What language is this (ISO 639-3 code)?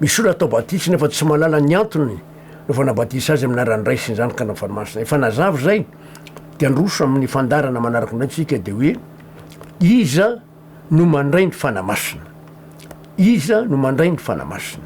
mlg